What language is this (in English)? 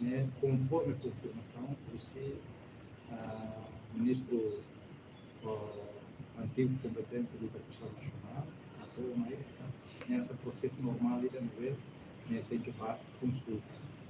Tetum